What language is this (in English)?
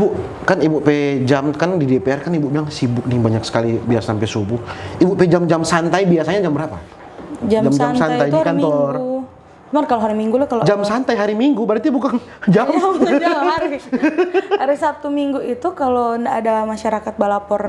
Manado Malay